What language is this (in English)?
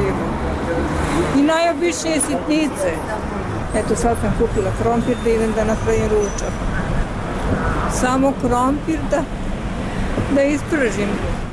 Serbian